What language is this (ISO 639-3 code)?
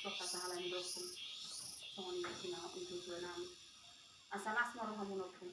bbc